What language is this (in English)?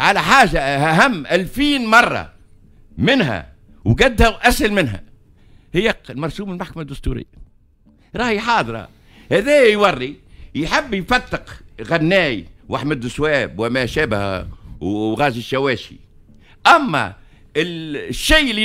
Tunisian Arabic